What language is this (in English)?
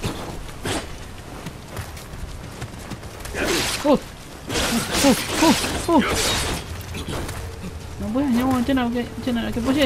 Malay